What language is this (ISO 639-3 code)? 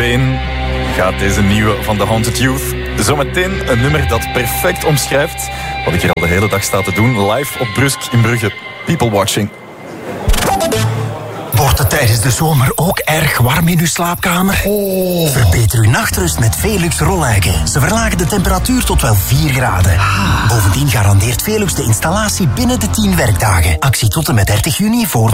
nld